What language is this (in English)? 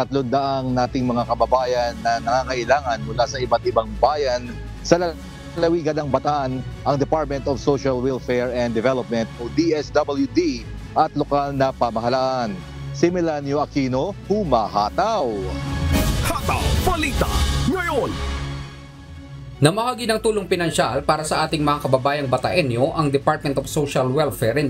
Filipino